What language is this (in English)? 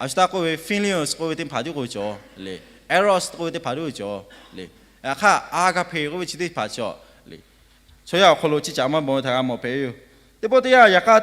Lahu